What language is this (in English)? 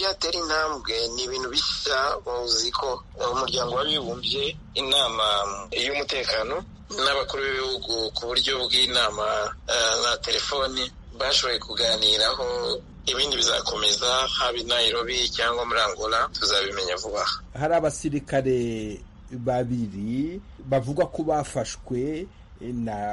Kinyarwanda